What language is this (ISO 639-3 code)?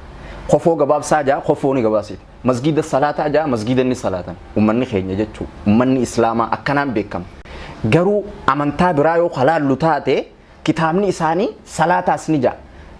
orm